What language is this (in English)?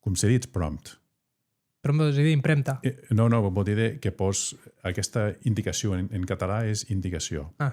Occitan